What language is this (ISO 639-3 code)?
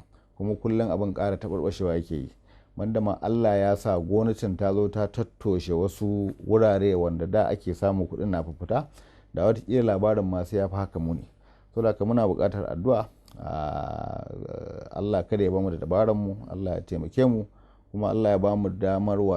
hau